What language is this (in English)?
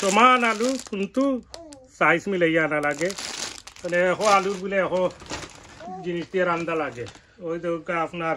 Sylheti